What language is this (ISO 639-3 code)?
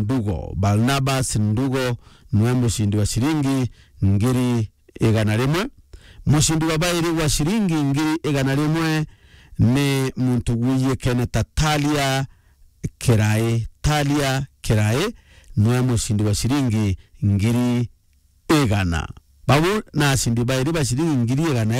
mer